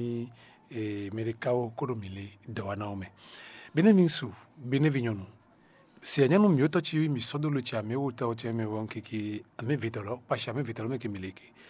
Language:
Fon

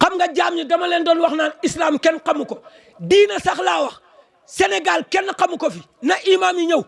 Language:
Wolof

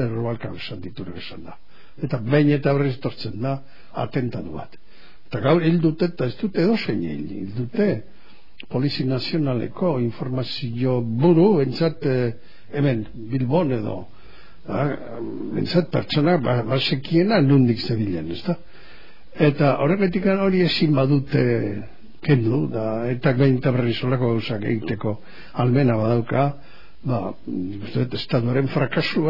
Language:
Basque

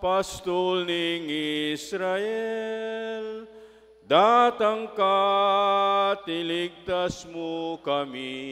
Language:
Pampanga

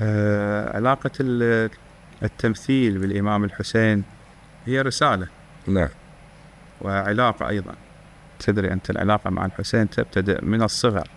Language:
Mesopotamian Arabic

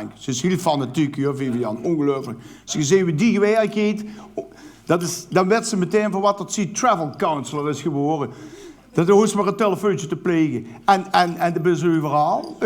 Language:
Limburgish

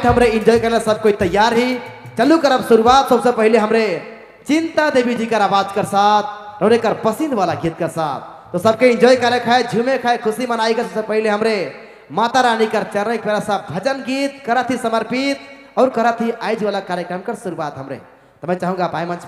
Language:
Sadri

